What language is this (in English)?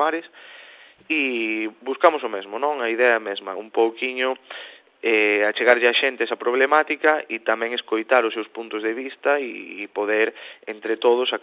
Galician